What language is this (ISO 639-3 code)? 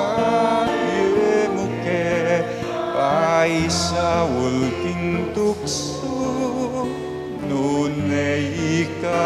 pam